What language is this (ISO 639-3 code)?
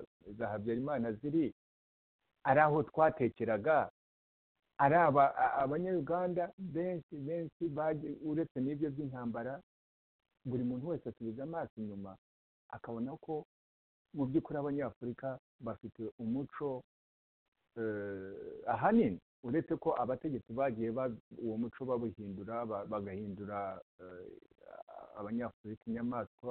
kin